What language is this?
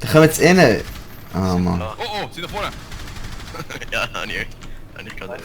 Swiss German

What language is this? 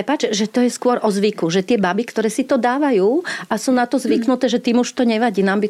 Slovak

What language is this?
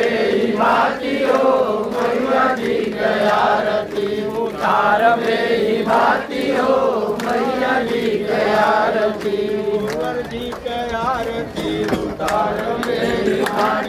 Bhojpuri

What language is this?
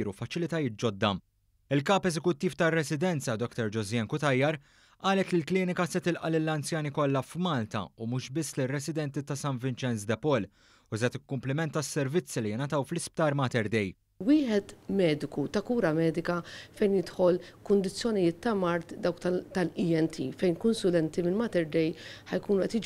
Maltese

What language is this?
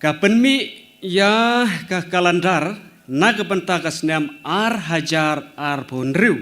Khasi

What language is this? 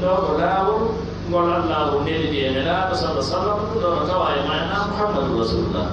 Pular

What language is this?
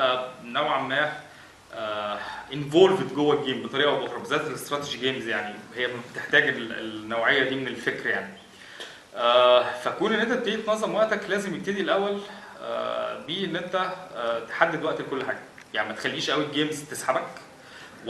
Egyptian Arabic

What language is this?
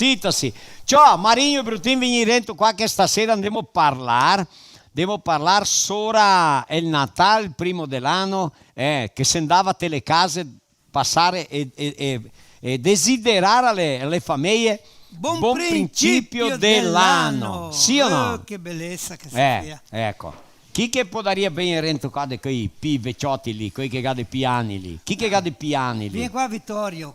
Venetian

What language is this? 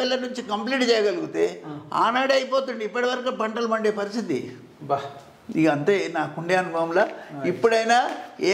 Telugu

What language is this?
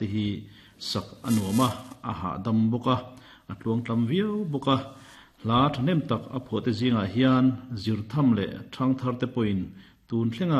Mizo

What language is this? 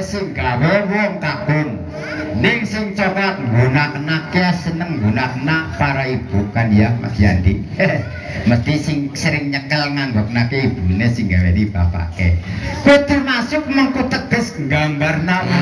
Javanese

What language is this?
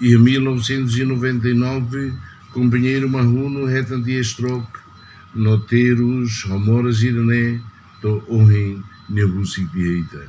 Tetum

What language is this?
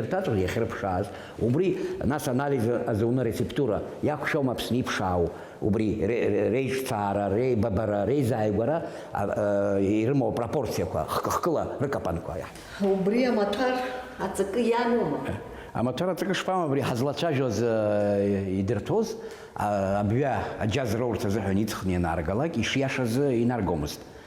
Abkhazian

